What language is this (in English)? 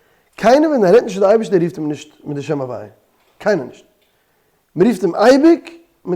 Yiddish